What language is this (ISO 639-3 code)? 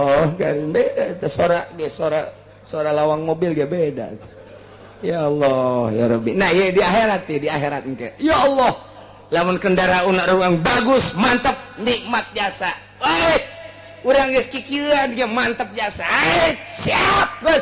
sun